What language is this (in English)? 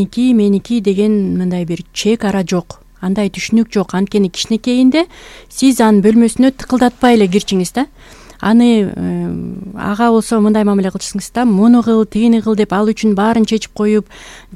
Kyrgyz